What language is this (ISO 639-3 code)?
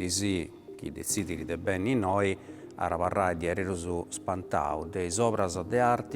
srd